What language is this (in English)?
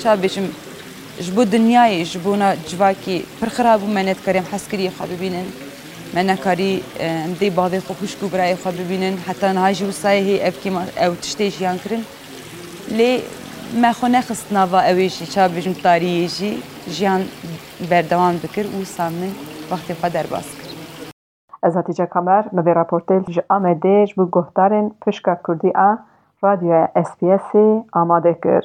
Kurdish